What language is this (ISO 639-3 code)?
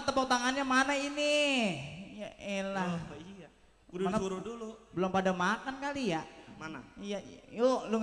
bew